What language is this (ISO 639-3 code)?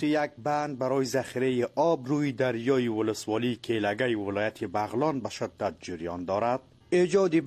fas